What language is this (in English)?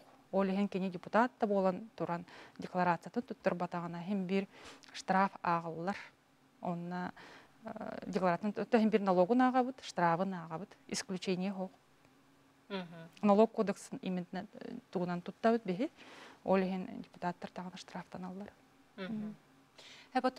Yakut